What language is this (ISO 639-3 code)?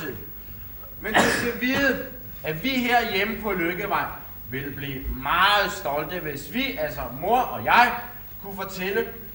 dan